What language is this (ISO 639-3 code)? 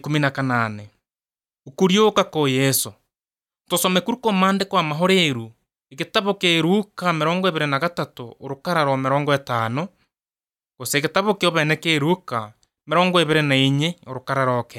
eus